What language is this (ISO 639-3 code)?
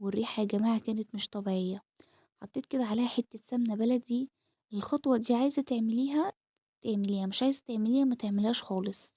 arz